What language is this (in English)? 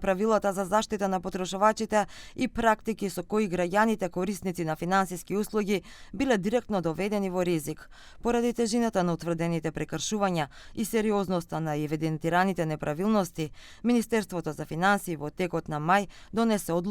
Macedonian